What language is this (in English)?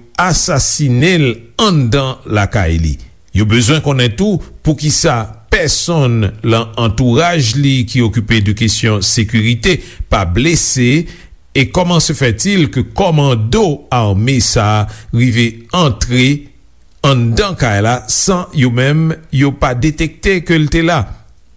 Haitian Creole